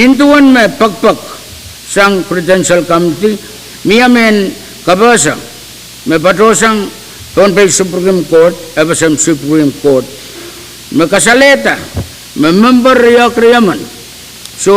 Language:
Pohnpeian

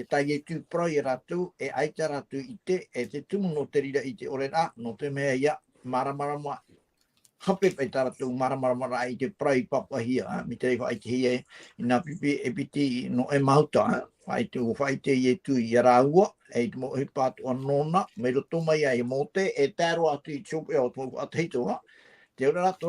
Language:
Tahitian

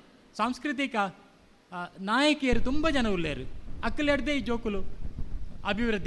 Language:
Tulu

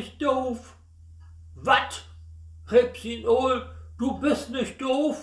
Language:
Low German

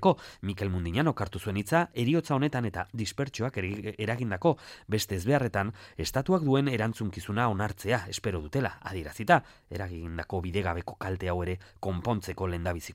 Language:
Basque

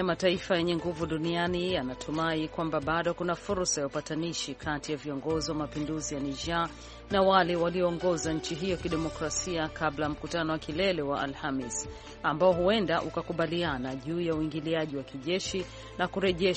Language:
Swahili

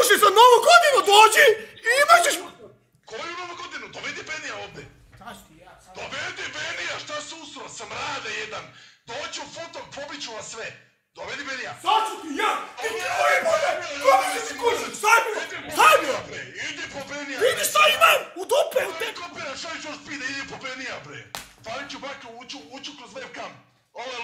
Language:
Croatian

